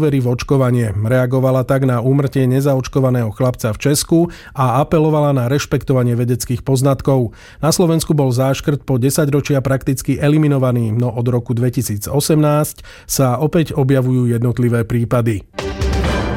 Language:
Slovak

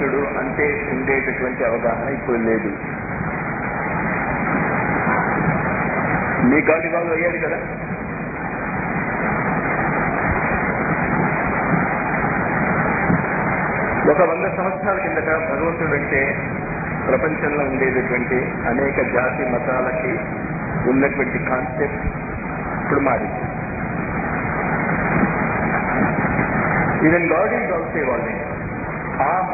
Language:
Telugu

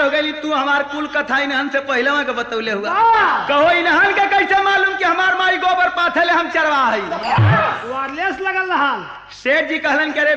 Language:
Bhojpuri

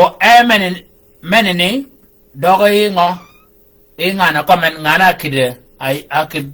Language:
Shilluk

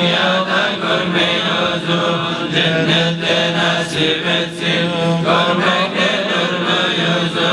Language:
Kumyk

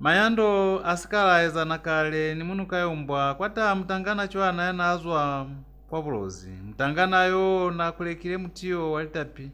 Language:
Lozi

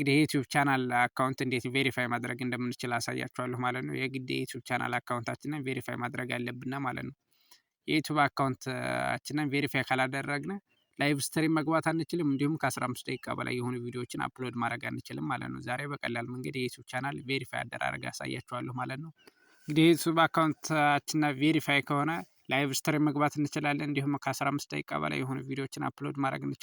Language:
Amharic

